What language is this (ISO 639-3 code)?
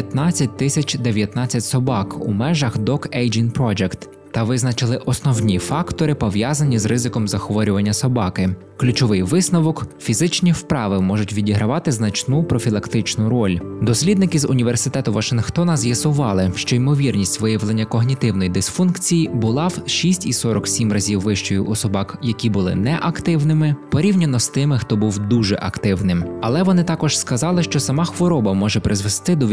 ukr